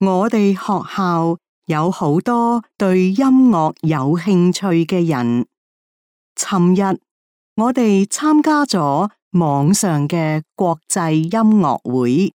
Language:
Cantonese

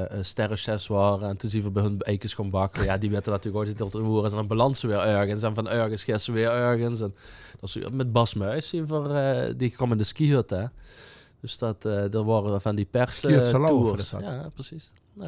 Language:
Limburgish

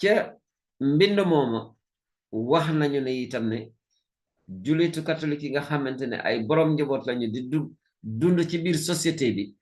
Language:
Wolof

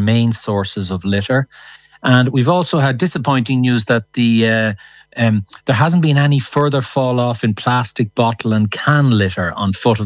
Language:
English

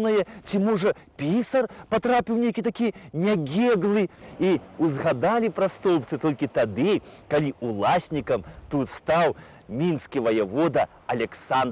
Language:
Belarusian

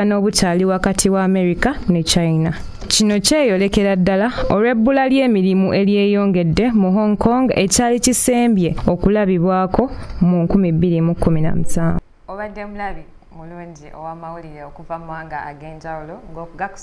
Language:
Ganda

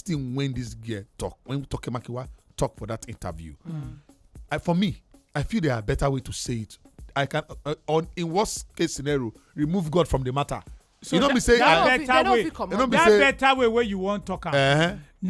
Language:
Nigerian Pidgin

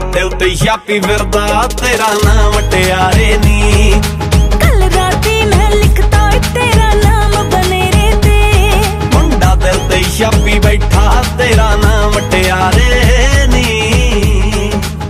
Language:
Punjabi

